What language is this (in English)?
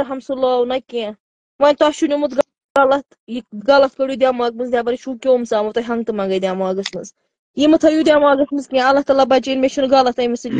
Kashmiri